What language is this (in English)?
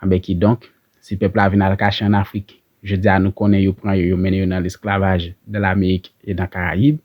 Haitian Creole